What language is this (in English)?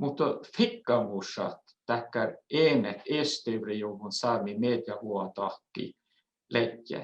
Northern Sami